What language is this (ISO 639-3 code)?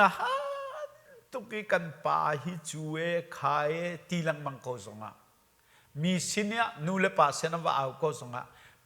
cnh